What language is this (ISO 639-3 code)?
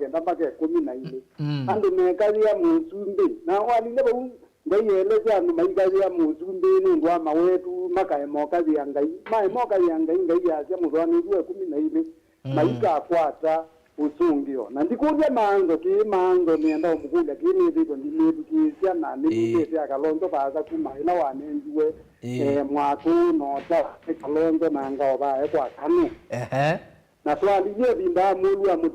kam